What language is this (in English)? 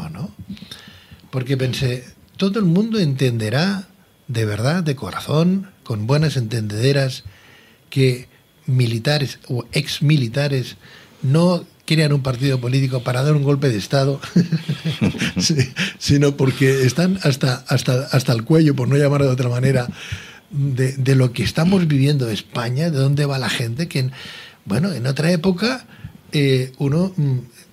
Spanish